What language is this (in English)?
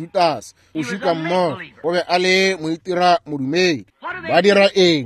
Northern Sotho